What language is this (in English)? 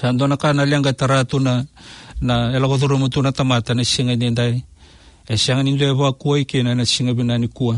Fijian